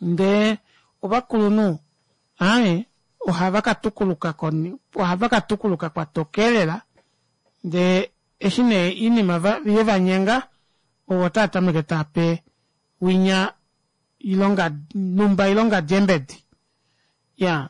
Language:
Kuanyama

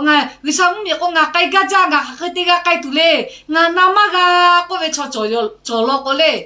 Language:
Lahu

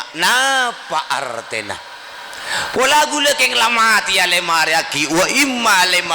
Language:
Madurese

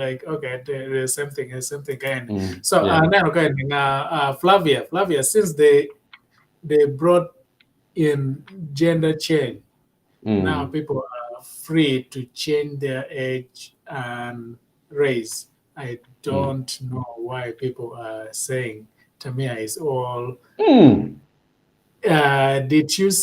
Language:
Acoli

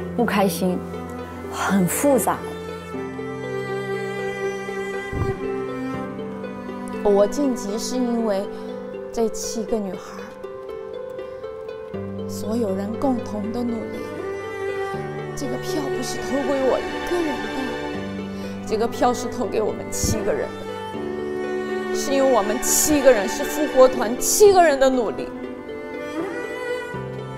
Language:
Chinese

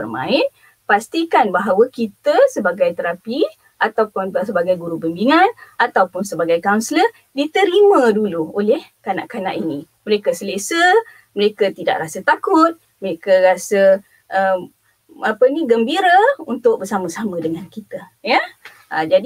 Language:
Malay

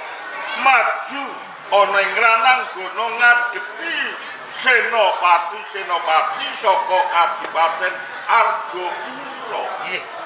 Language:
Javanese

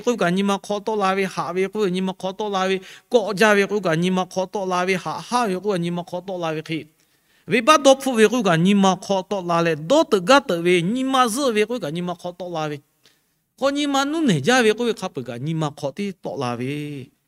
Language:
Lahu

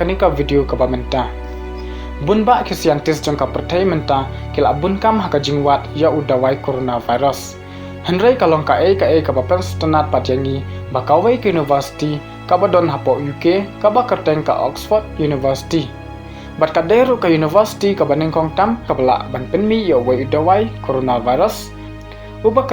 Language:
Khasi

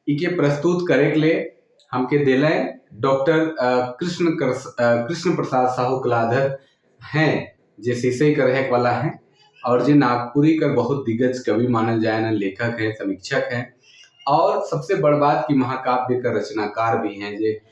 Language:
Sadri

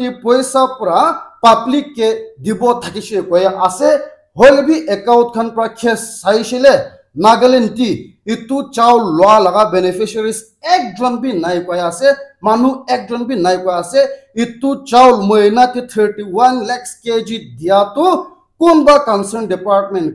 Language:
Naga Pidgin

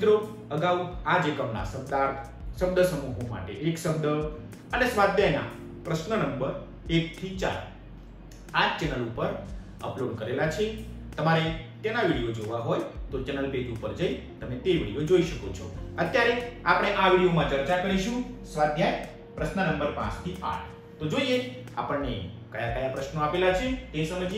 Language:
Gujarati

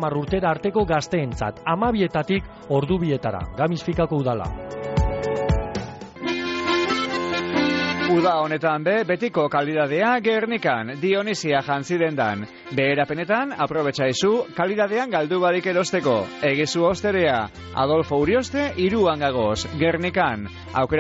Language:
Basque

